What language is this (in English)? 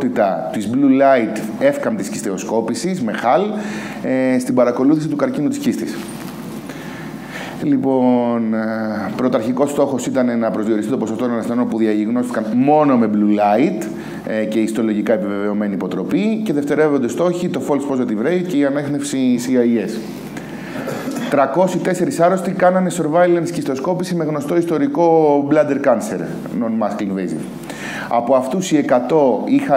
Greek